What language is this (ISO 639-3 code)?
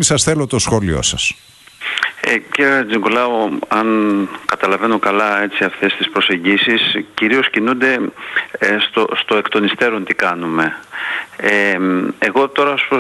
ell